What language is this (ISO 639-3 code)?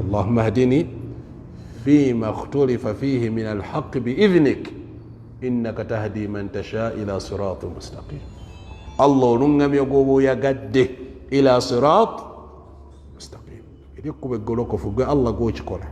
lug